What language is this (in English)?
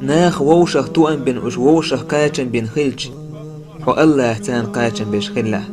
Chechen